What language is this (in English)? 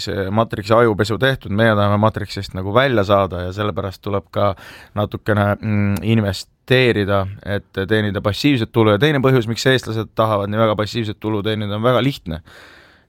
Estonian